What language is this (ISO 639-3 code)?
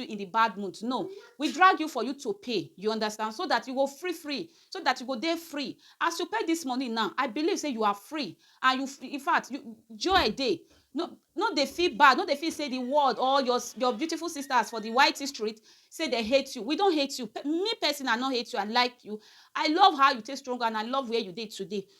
pcm